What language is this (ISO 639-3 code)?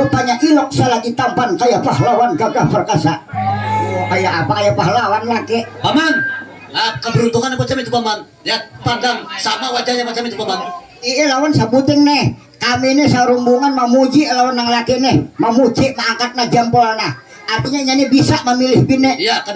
bjn